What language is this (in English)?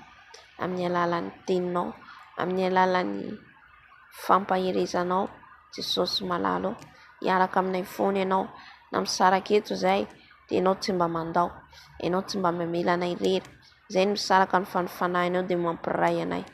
Malagasy